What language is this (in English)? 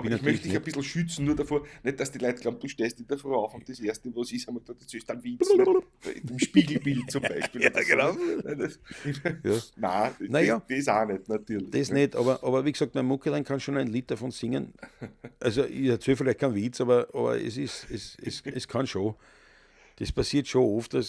Bavarian